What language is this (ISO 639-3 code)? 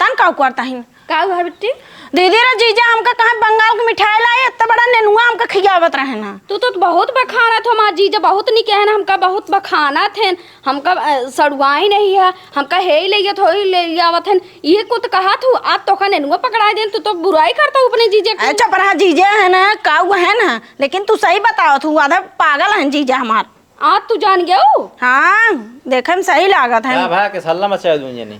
awa